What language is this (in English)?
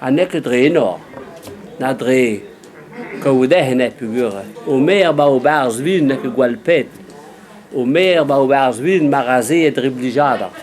Breton